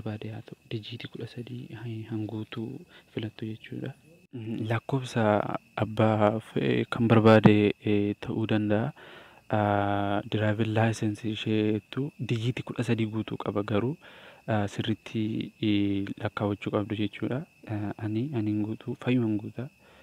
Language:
Oromo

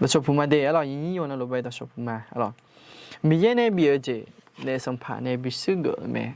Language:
Akha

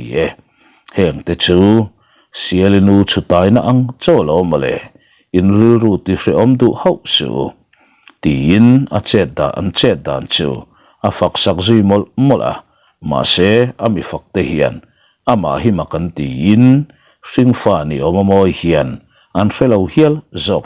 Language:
Mizo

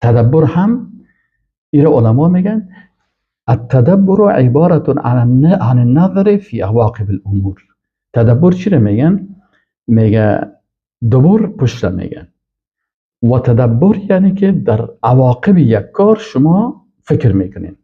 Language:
Persian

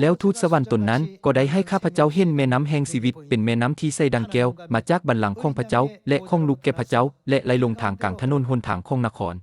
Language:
Lao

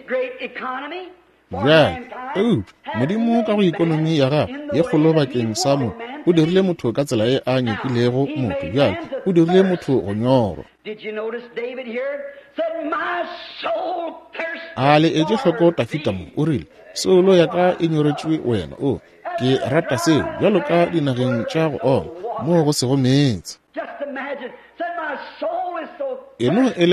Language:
Northern Sotho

